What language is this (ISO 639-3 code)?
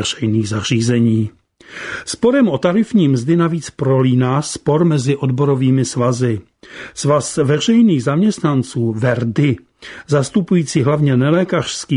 ces